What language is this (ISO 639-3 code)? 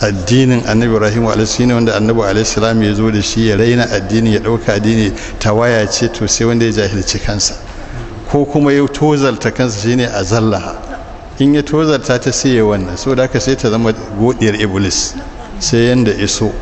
hau